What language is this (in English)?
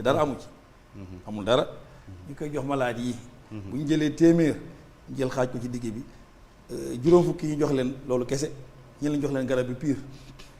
Wolof